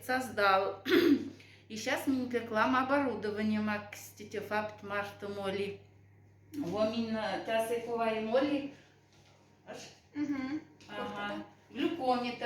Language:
Moksha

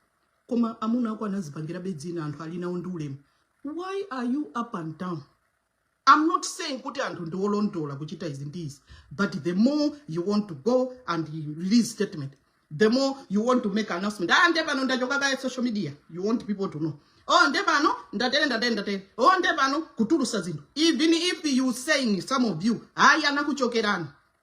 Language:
Nyanja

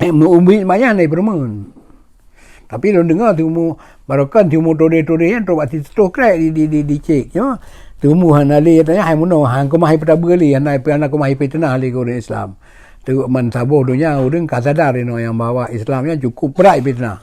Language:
Achinese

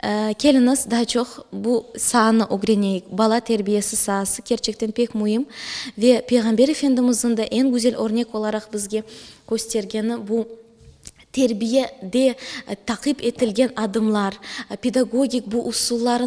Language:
Crimean Tatar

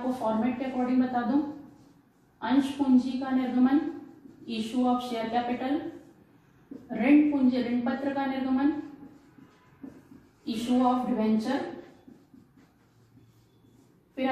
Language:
Hindi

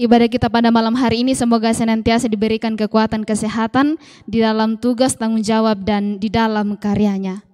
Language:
Toraja-Sa'dan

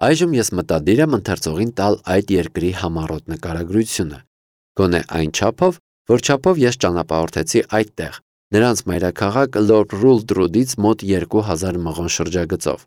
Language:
Armenian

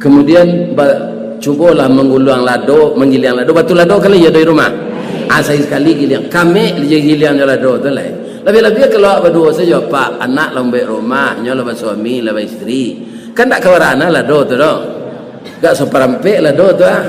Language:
Minangkabau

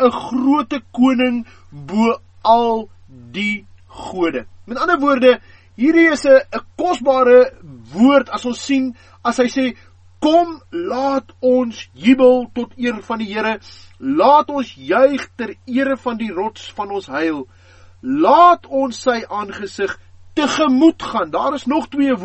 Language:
Afrikaans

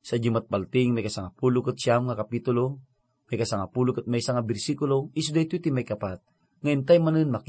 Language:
Iloko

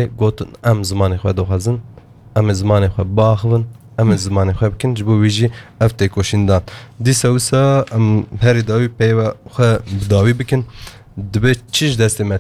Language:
Kurdish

